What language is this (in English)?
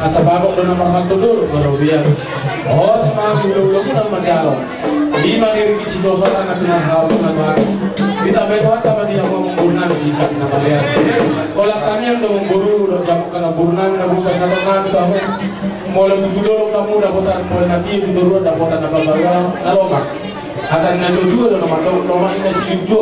Batak Toba